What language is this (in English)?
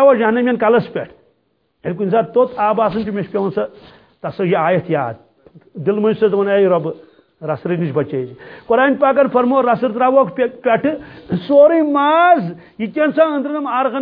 Kashmiri